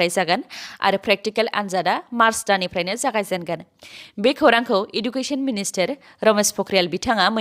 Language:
Bodo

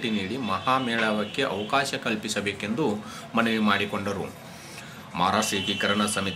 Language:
Kannada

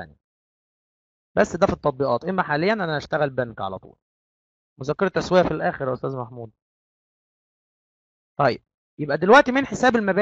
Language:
Egyptian Arabic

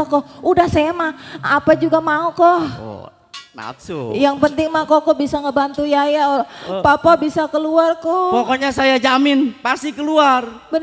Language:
Betawi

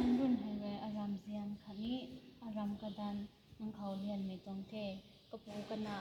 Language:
Rongmei Naga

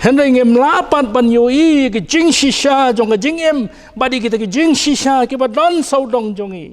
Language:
Khasi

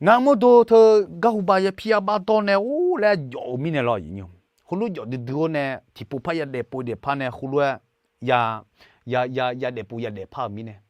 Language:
Akha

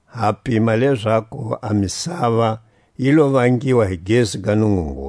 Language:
Tswa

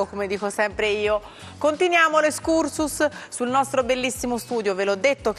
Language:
Italian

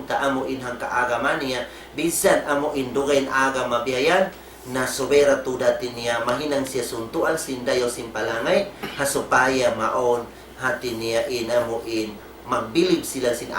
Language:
Tausug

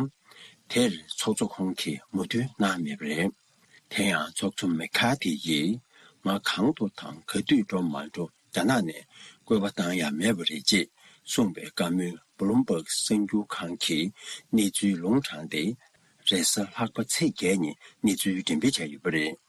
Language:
Tibetan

